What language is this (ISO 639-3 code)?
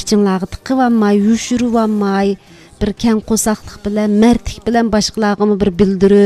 uig